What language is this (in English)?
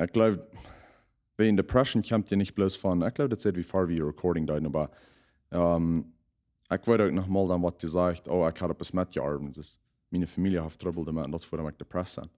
Plautdietsch